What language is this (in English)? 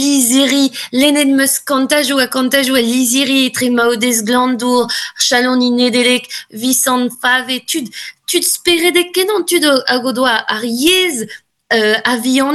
Breton